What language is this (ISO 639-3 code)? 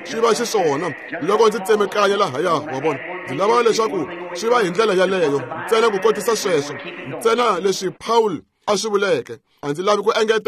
tso